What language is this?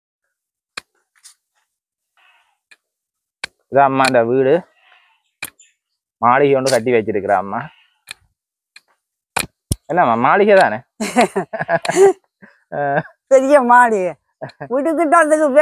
Tamil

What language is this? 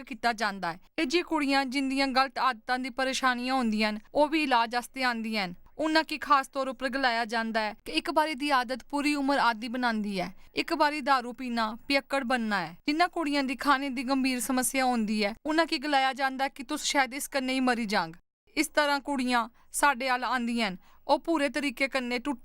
Dogri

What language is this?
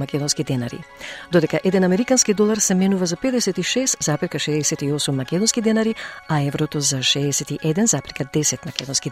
Macedonian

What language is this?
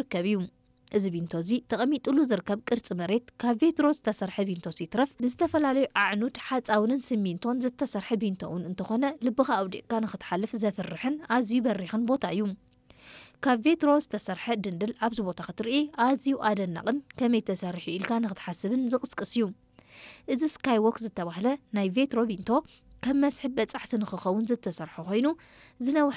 Tigrinya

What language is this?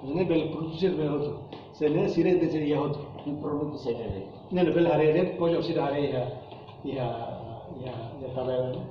Tetum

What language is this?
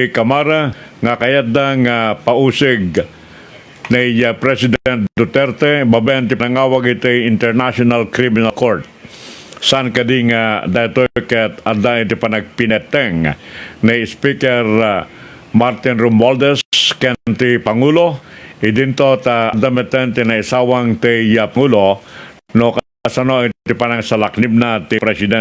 Iloko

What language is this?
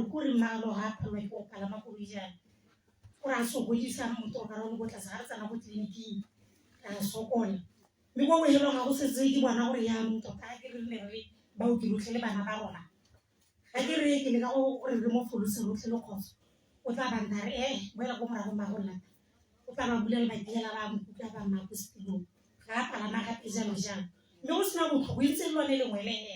Tswana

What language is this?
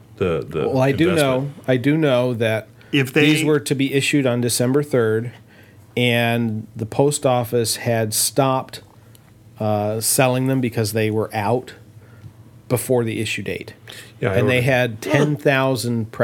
English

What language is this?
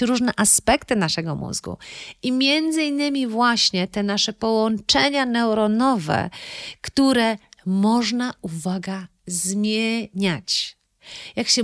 Polish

